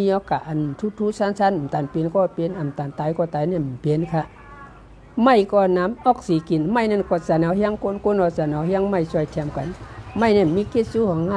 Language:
Shan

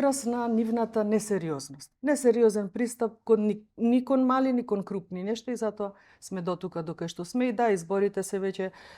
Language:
Macedonian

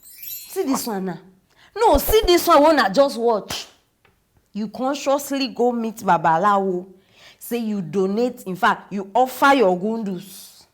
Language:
Nigerian Pidgin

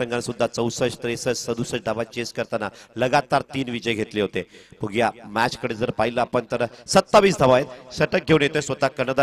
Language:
Marathi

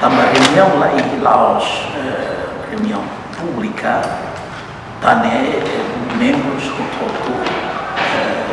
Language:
Tetum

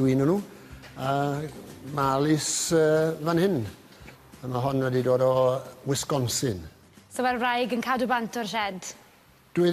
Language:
Welsh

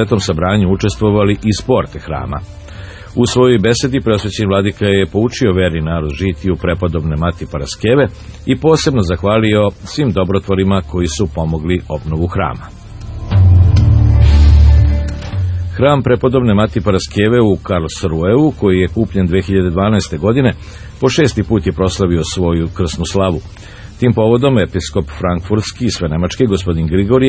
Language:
Serbian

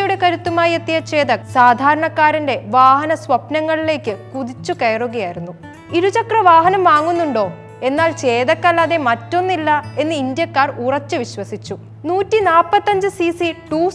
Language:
Malayalam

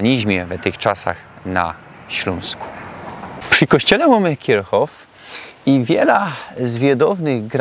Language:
Silesian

